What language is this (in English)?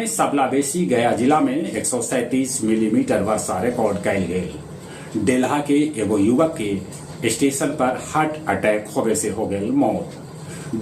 Magahi